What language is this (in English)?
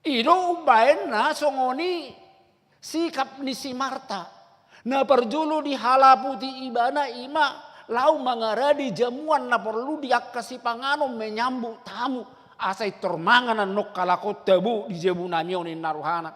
Batak Toba